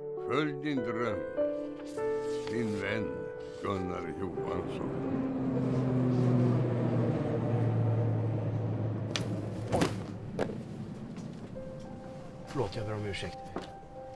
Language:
Swedish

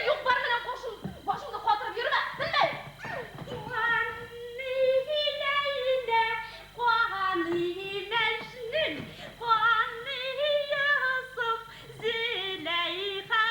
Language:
Bashkir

